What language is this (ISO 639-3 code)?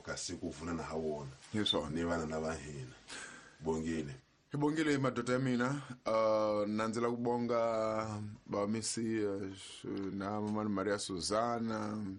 tso